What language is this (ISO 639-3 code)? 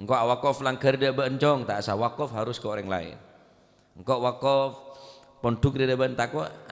mad